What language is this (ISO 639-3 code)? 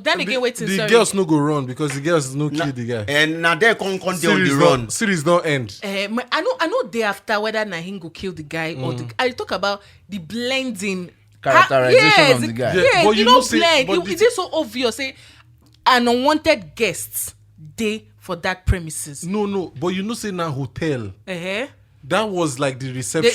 pcm